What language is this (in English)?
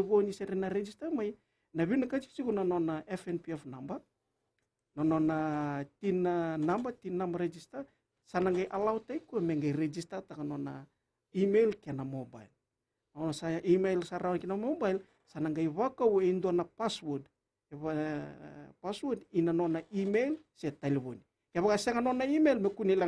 Fijian